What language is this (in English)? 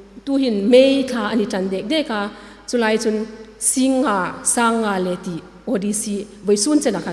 Hmar